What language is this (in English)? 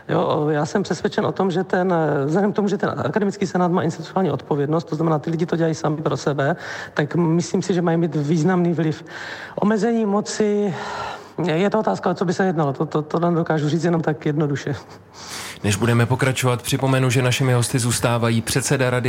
Czech